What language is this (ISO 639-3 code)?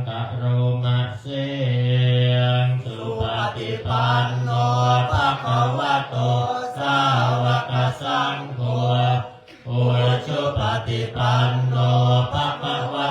pli